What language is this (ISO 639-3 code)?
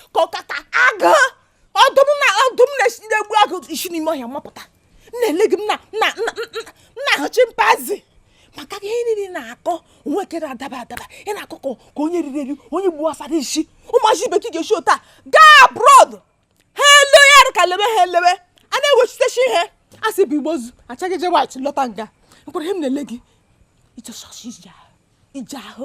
ibo